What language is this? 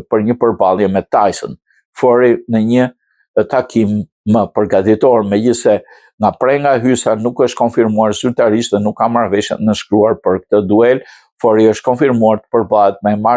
Albanian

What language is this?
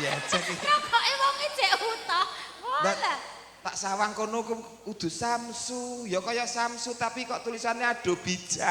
Javanese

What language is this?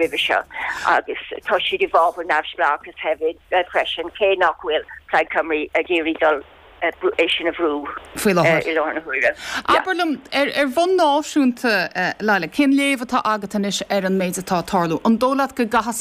Irish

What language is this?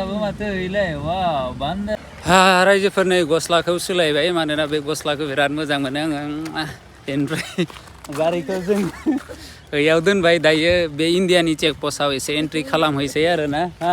Bodo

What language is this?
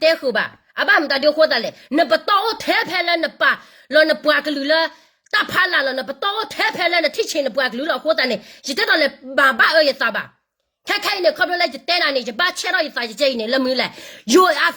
S'gaw Karen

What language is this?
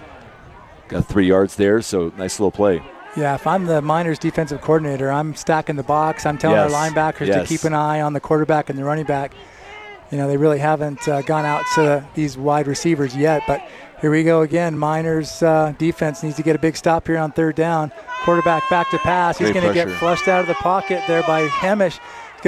English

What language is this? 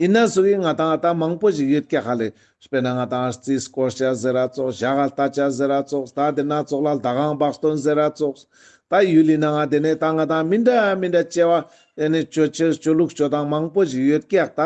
Ladakhi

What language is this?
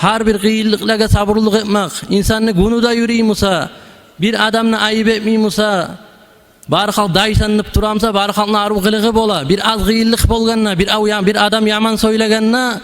Kumyk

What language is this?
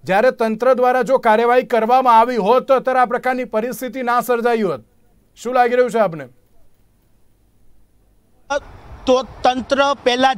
Gujarati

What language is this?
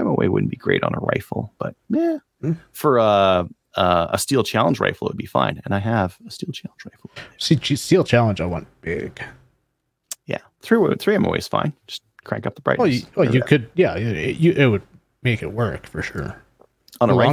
English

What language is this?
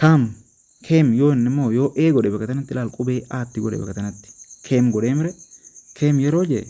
Oromo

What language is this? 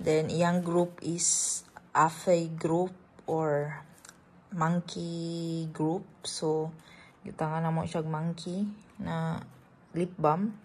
Cebuano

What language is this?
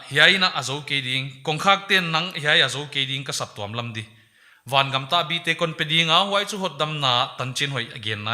Paite Chin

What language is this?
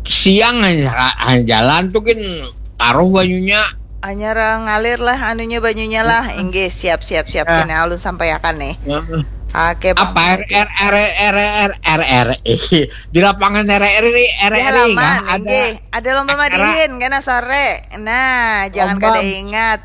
Banjar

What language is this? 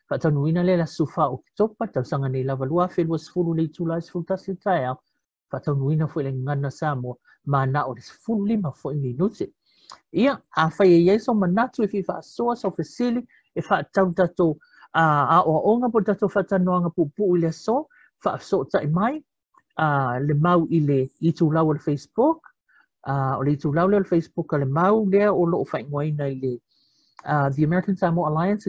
Samoan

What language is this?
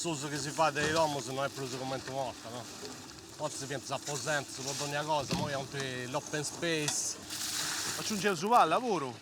Sardinian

